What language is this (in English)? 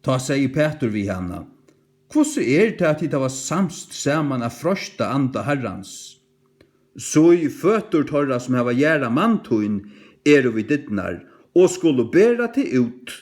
Faroese